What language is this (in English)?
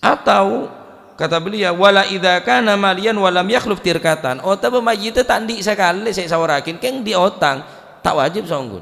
Madurese